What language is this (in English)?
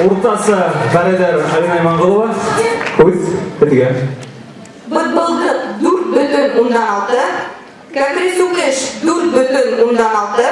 Bashkir